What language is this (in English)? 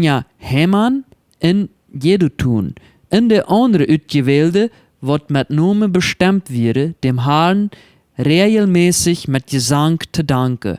Plautdietsch